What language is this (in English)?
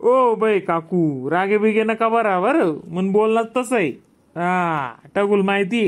Khandesi